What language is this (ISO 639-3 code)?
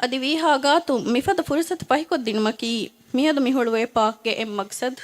div